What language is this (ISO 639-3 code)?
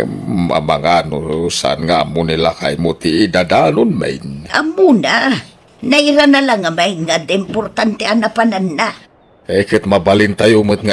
ilo